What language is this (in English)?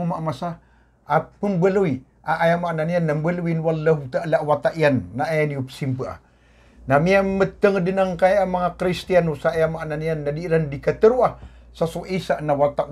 Maranao